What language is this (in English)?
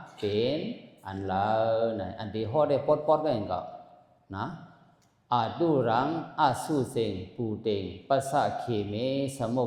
Shan